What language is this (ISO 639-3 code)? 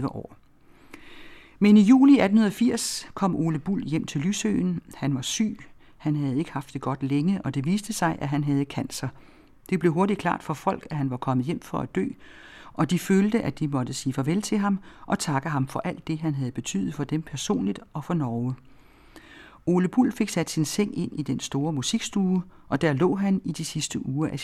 dan